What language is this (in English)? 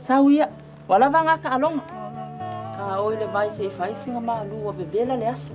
Samoan